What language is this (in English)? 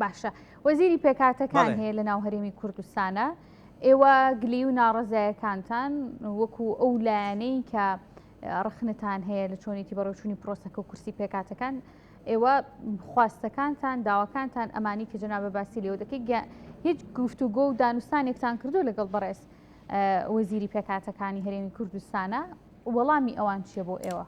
Central Kurdish